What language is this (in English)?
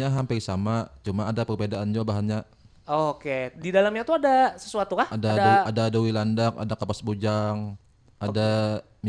Banjar